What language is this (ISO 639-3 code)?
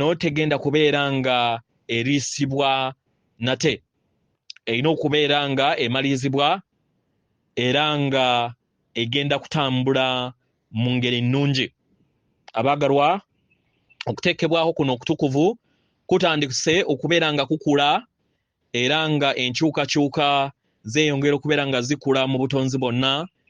lug